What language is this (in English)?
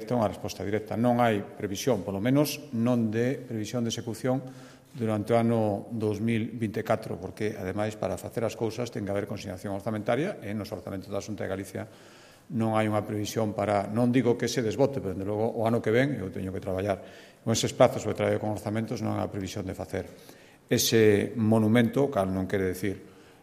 Galician